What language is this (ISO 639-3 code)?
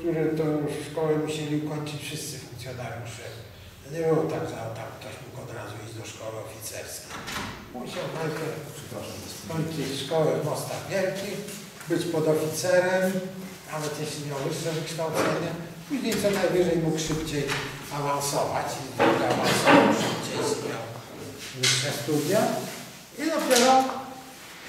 pol